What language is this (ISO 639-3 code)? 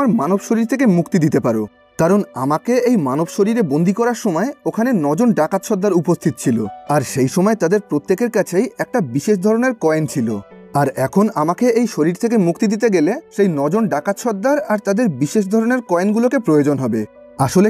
ben